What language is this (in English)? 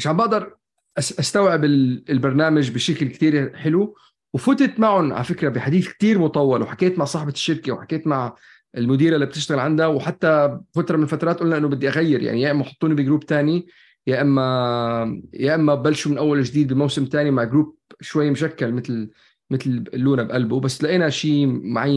North Levantine Arabic